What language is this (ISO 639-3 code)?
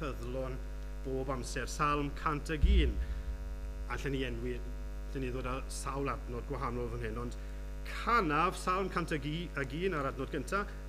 cym